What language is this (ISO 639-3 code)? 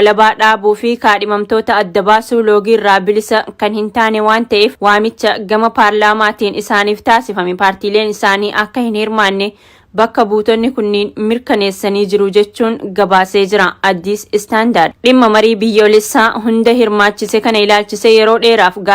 orm